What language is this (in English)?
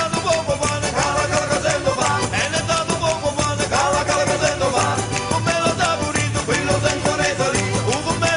Neapolitan